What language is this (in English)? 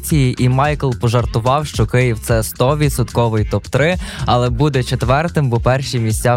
Ukrainian